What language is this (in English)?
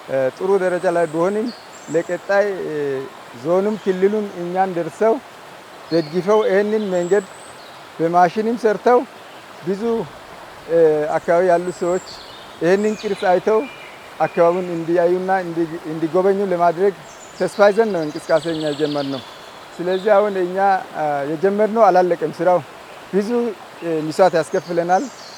Amharic